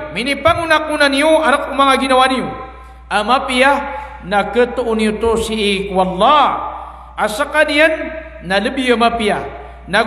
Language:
Maranao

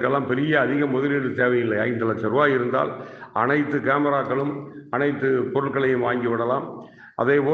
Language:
Tamil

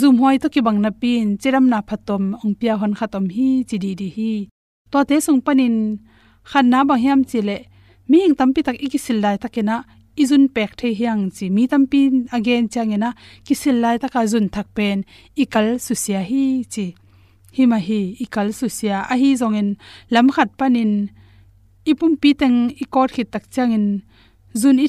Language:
Tedim Chin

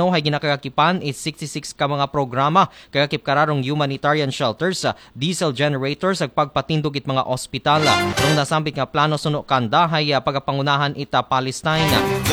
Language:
Aklanon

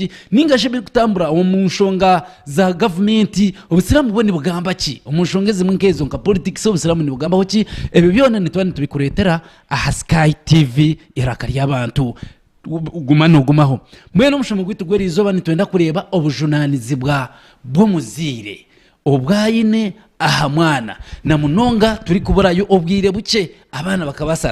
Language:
Nyankole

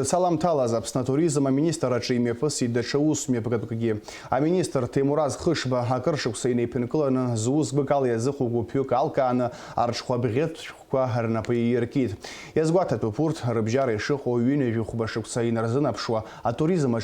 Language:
Abkhazian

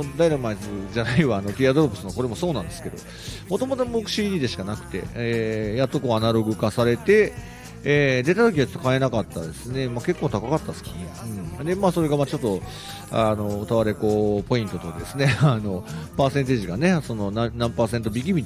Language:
Japanese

